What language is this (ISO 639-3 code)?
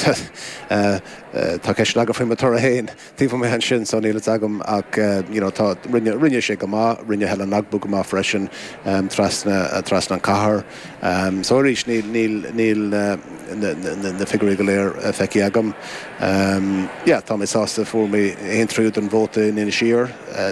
gle